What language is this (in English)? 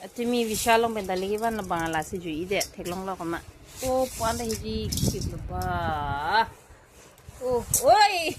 Karbi